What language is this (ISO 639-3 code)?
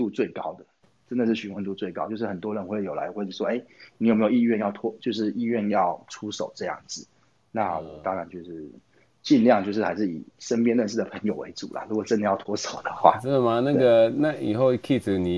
zho